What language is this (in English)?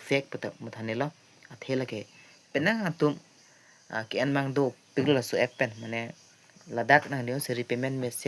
Karbi